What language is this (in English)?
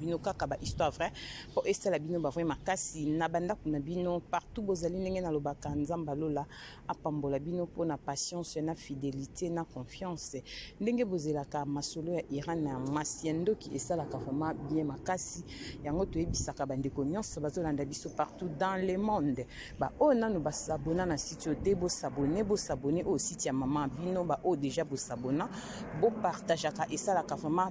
Lingala